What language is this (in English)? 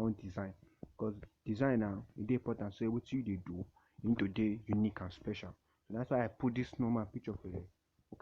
Nigerian Pidgin